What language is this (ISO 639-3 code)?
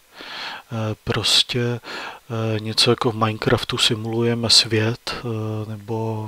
ces